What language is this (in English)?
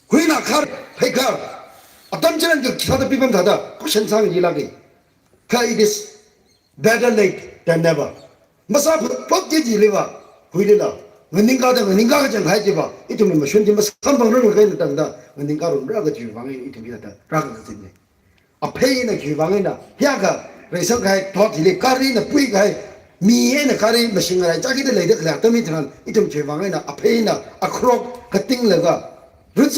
Tangkhul Naga (India)